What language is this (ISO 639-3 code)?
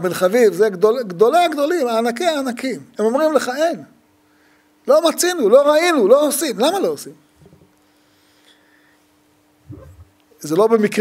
heb